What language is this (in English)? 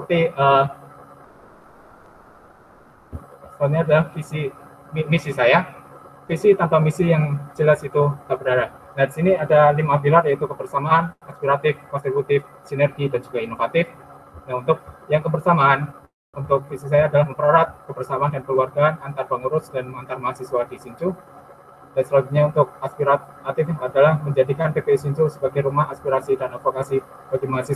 Indonesian